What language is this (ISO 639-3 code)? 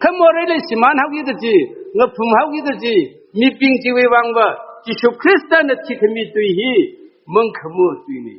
nmf